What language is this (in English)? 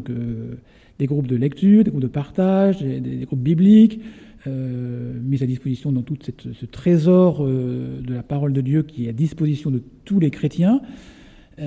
French